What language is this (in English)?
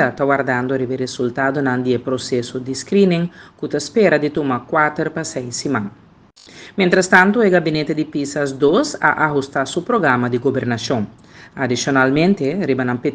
Papiamento